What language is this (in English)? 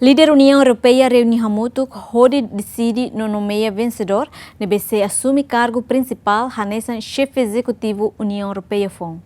Tetum